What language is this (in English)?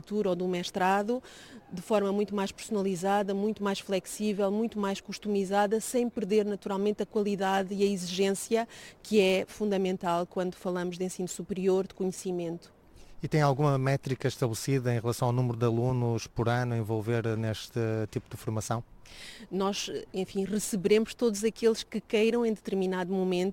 Portuguese